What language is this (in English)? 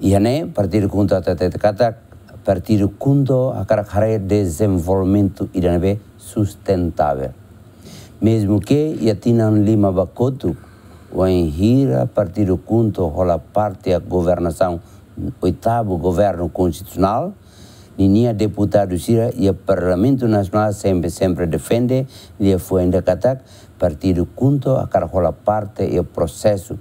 Tetum